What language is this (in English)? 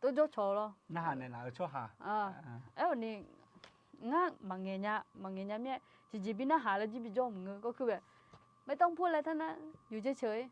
Akha